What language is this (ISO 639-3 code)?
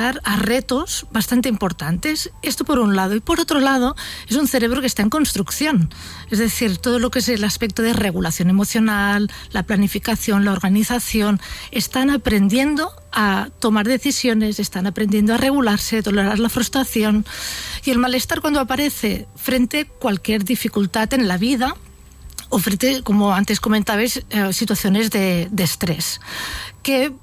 spa